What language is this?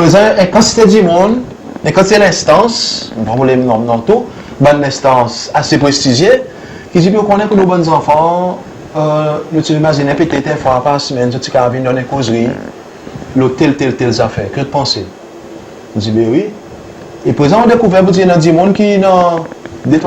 Seselwa Creole French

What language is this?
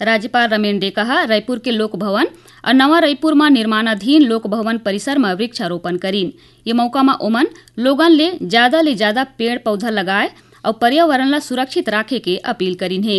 Chhattisgarhi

